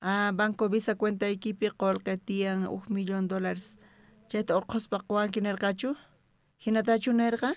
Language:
South Bolivian Quechua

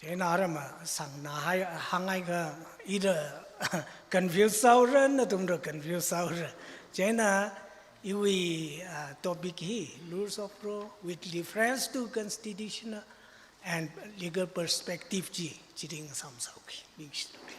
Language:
Tangkhul Naga (India)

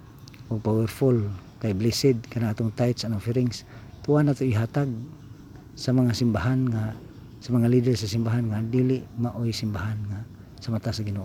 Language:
Cebuano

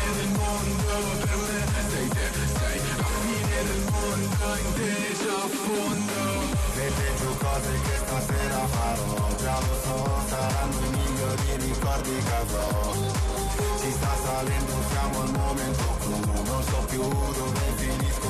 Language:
Italian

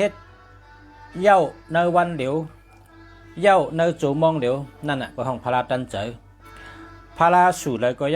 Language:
Shan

